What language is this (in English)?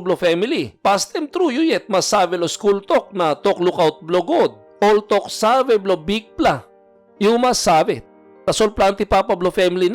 Tok Pisin